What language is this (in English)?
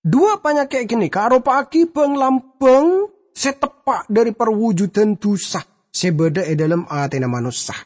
Madurese